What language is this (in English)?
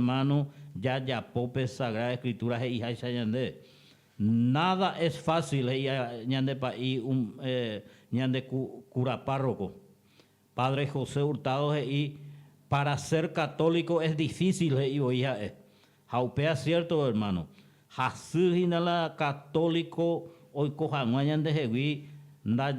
Guarani